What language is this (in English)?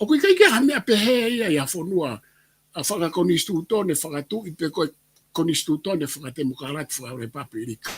Tongan